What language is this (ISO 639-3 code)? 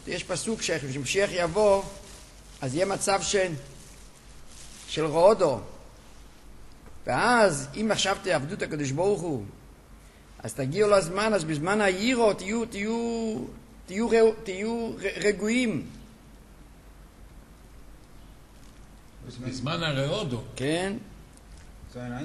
heb